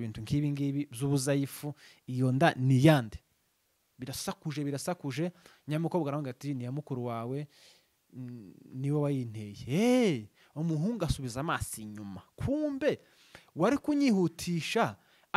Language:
Kinyarwanda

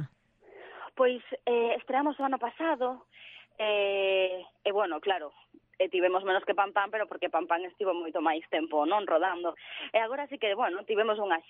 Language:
Galician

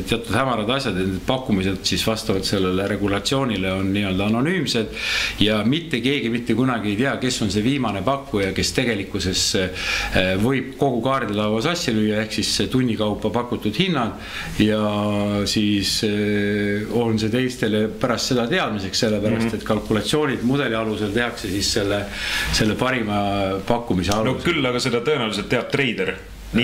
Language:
Estonian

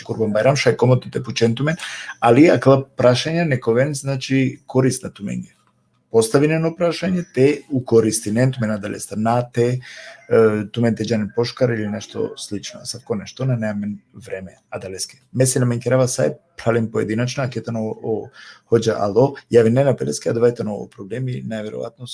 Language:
Balkan Romani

